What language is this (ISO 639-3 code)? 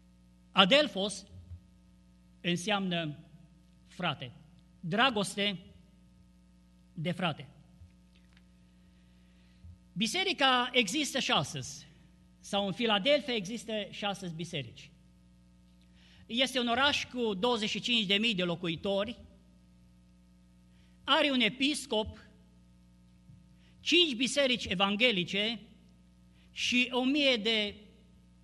ron